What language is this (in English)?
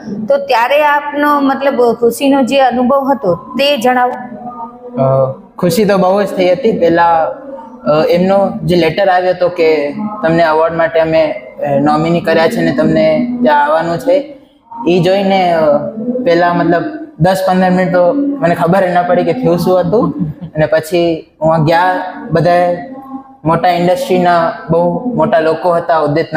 Gujarati